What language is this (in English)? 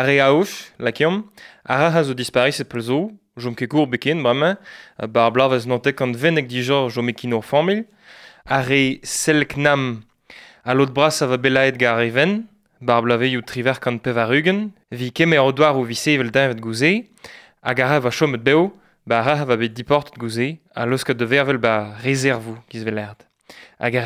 Breton